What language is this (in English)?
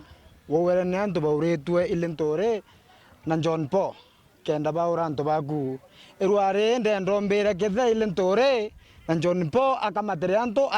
Meru